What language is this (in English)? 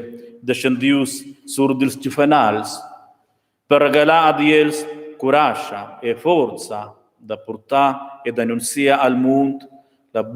Romansh